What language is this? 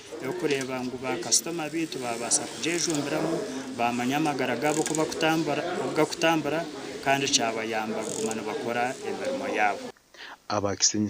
Nyankole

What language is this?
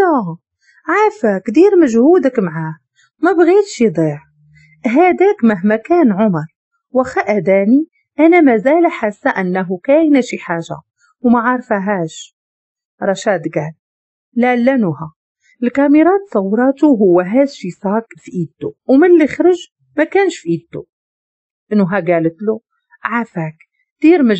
Moroccan Arabic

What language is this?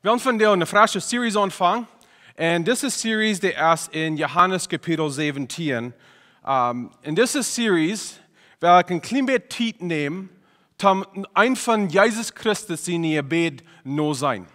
Plautdietsch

